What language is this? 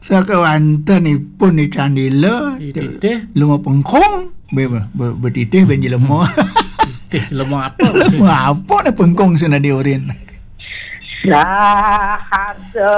Balinese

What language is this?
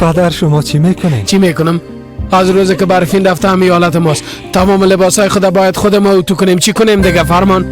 Persian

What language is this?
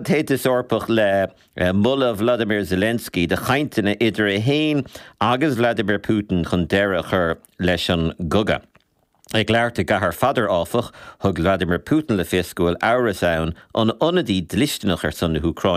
Irish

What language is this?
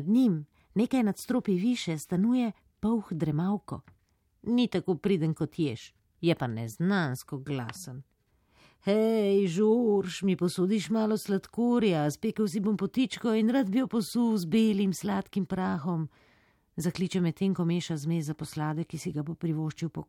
Serbian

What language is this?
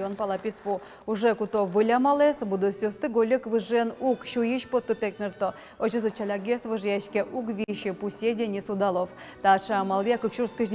Udmurt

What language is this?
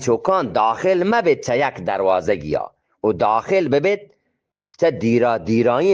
Eastern Balochi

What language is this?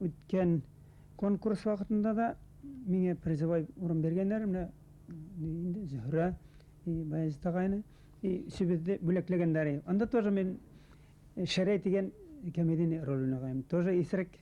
Bashkir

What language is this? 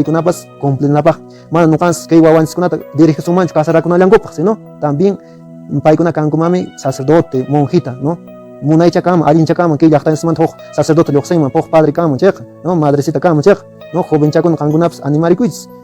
Quechua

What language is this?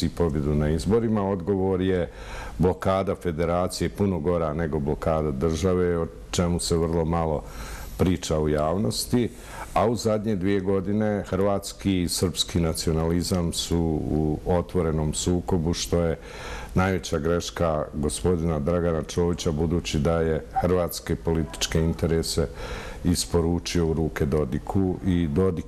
Bosnian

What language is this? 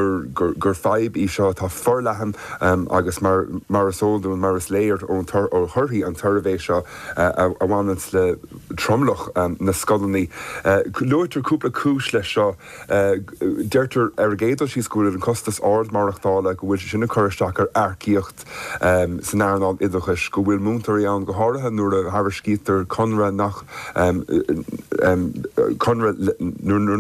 Irish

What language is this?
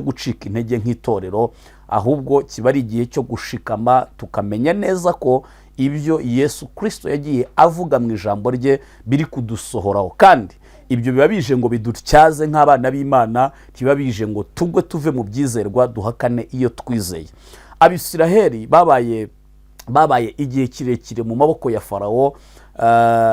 Kinyarwanda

